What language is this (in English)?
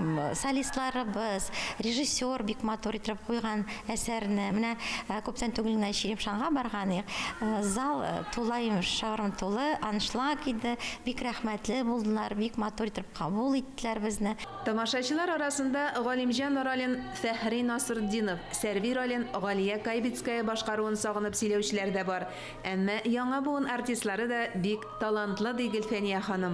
Tatar